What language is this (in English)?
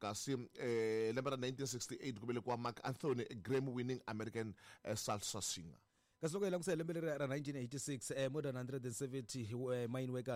Tsonga